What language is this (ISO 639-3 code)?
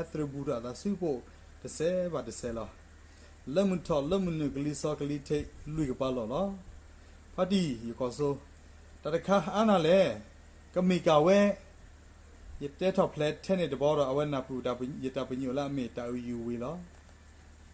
ksw